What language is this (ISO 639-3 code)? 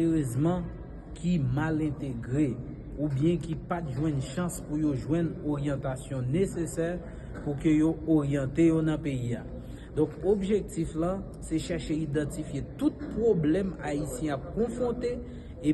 hat